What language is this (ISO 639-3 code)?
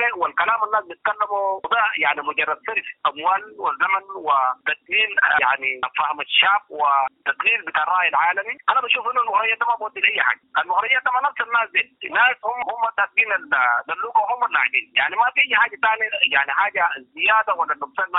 apd